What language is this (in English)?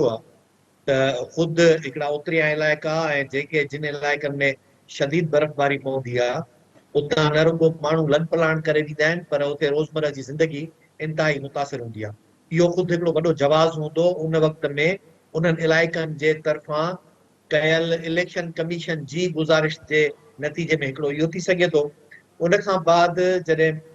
Sindhi